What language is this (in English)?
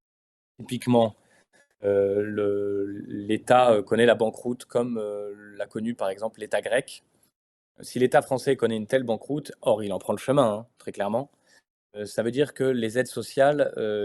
French